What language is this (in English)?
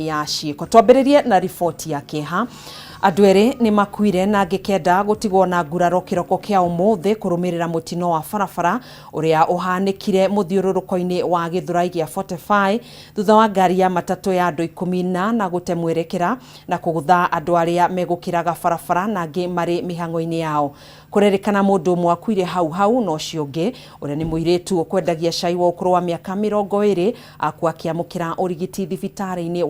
Kikuyu